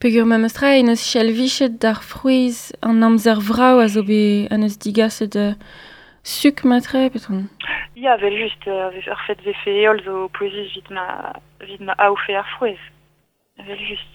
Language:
Breton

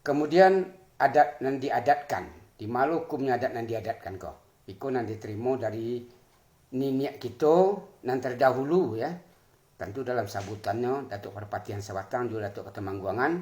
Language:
Minangkabau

